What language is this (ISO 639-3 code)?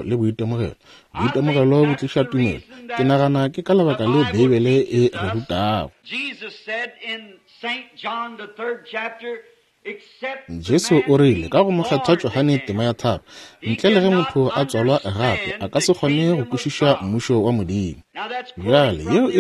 nso